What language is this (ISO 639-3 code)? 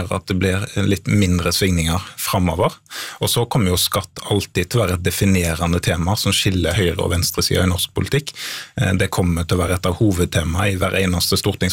nor